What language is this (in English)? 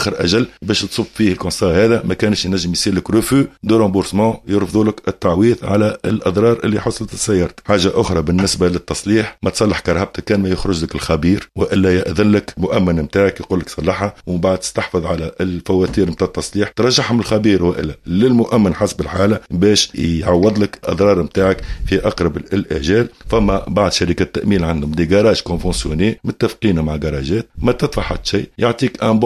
Tunisian Arabic